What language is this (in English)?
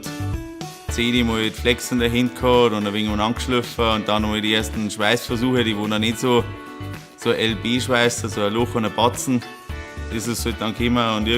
Bavarian